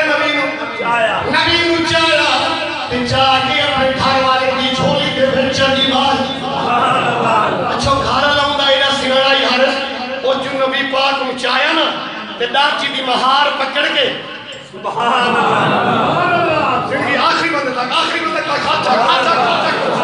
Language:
Saraiki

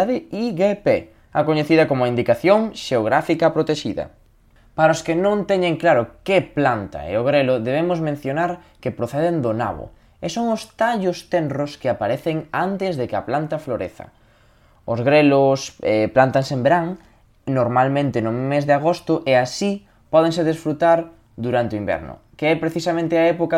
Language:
Galician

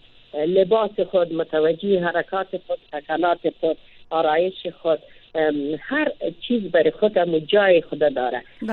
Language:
Persian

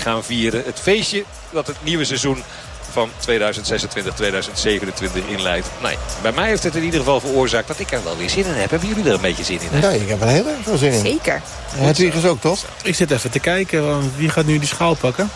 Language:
Dutch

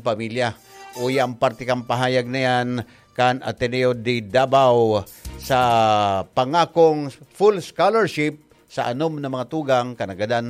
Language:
Bikol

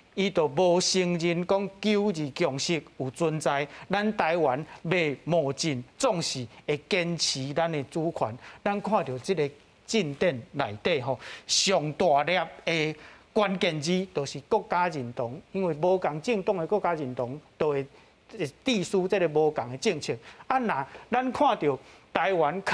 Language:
Min Nan Chinese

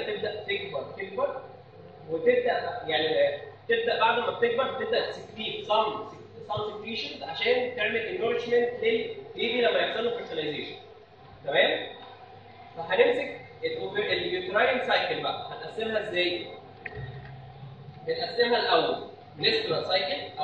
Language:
Egyptian Arabic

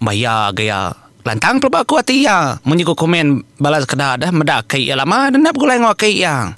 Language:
Iban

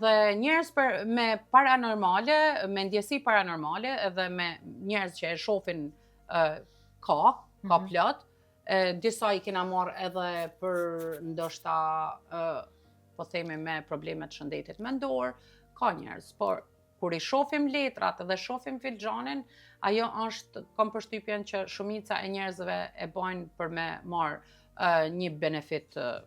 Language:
Albanian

